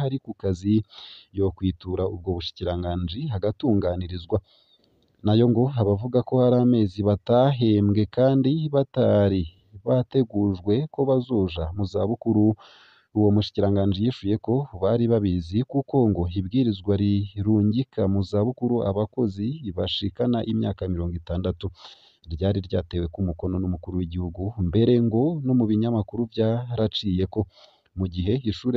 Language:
Rundi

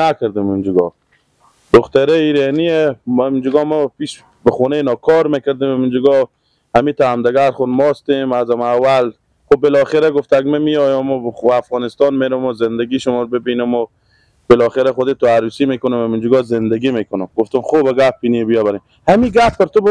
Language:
Persian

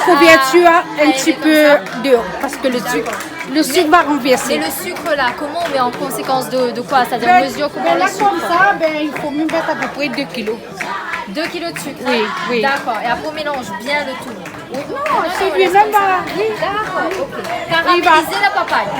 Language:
Réunion Creole French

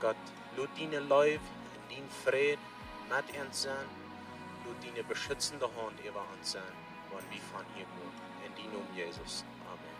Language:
Plautdietsch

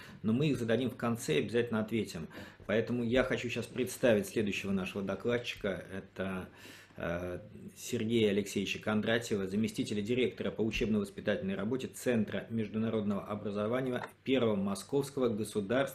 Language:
Russian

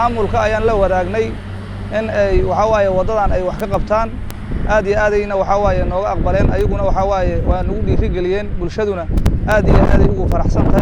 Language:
Somali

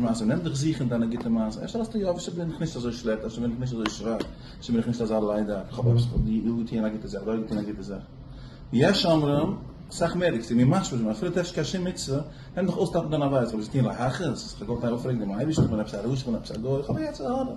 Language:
Yiddish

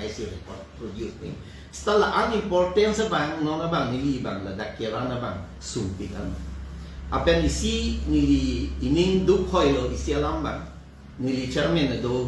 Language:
Karbi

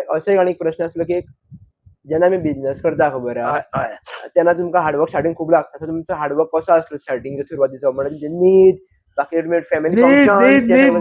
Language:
Konkani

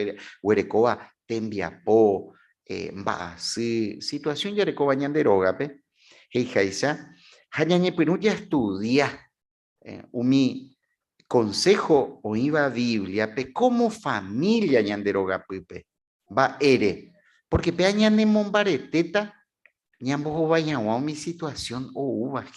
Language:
Guarani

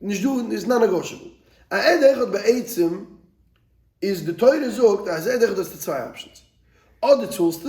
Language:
Yiddish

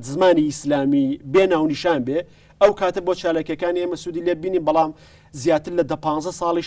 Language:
Central Kurdish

